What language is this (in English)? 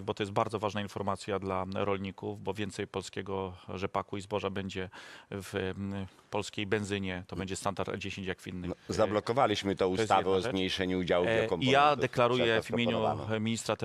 Polish